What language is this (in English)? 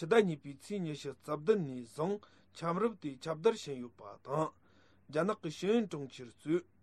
Tibetan